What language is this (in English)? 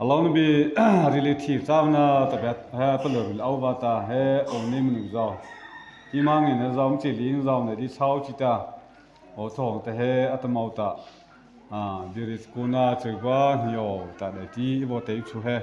Mara Chin